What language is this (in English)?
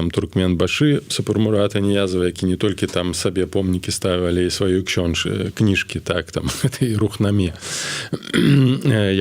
Belarusian